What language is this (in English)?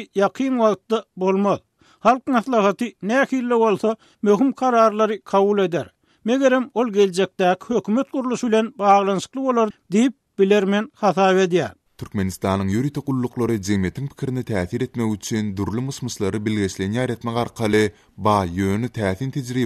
Turkmen